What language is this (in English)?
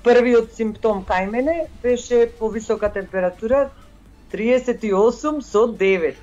Macedonian